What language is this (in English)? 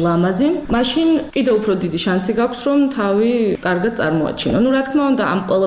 Georgian